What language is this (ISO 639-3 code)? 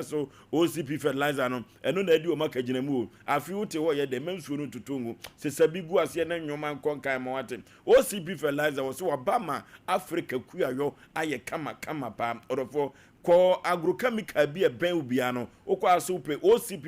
aka